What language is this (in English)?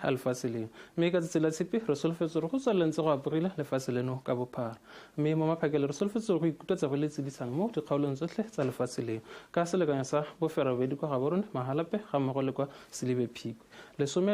Tswana